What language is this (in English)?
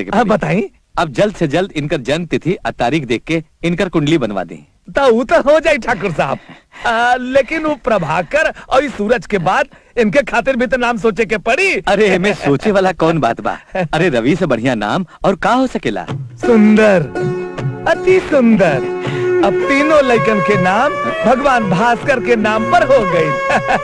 Bhojpuri